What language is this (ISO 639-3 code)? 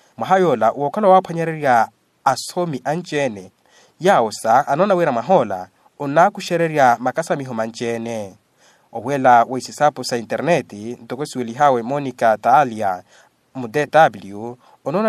vmw